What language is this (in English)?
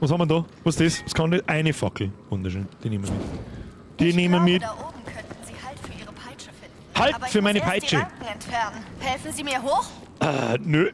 Bavarian